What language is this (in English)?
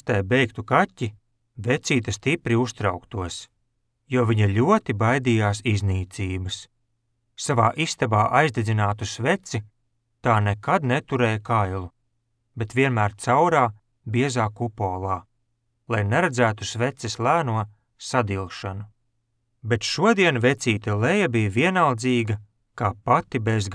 Latvian